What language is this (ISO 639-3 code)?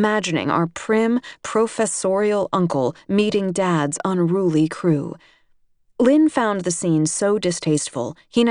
eng